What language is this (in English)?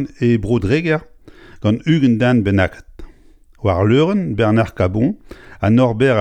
Breton